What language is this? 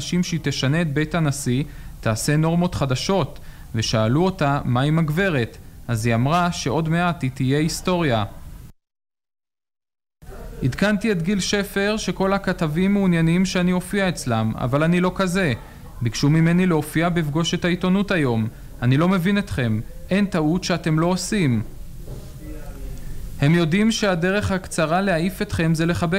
Hebrew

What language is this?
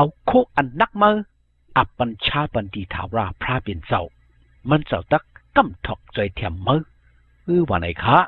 Shan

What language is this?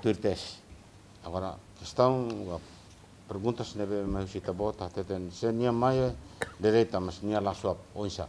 Tetum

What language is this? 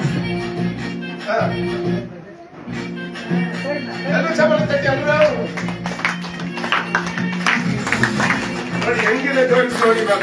Kannada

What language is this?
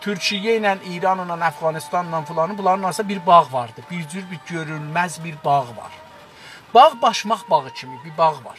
South Azerbaijani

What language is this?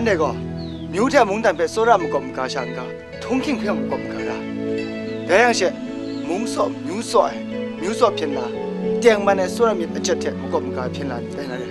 Kachin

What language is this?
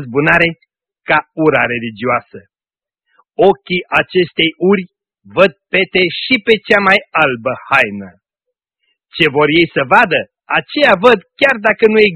Romanian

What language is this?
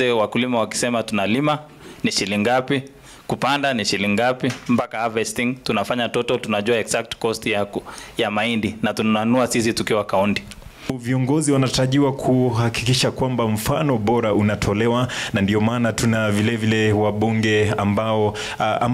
Swahili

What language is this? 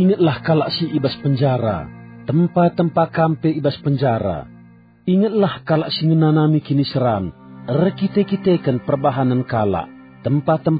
Batak Karo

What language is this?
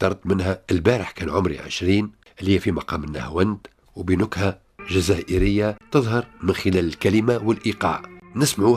Tunisian Arabic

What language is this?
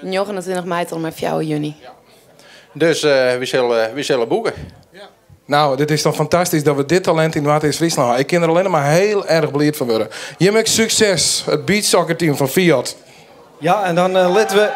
Western Frisian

